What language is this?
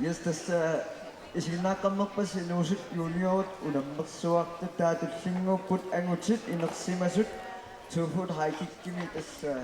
Kalaallisut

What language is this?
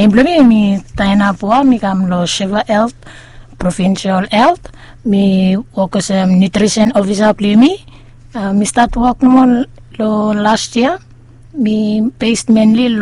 Bislama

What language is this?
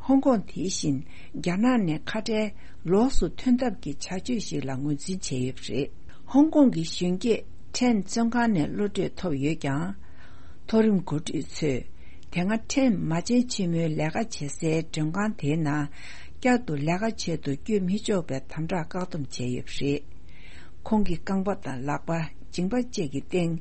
Tibetan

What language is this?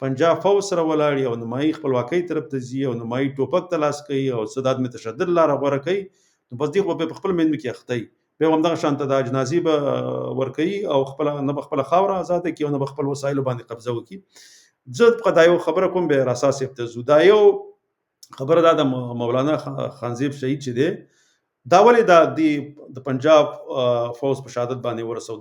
Pashto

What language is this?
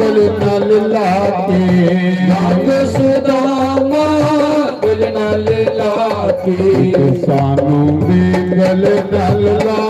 Dogri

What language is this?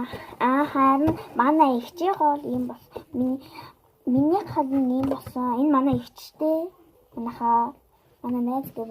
Mongolian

